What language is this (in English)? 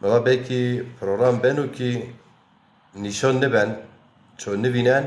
Zaza